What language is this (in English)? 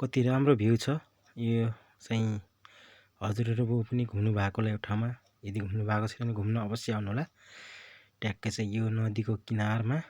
Nepali